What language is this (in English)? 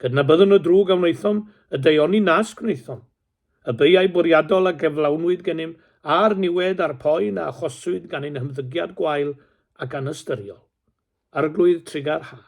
Welsh